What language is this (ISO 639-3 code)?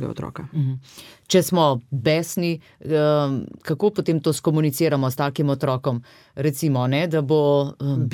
slv